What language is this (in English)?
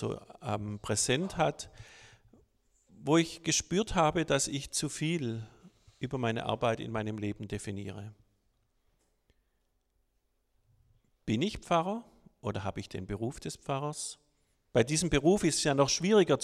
German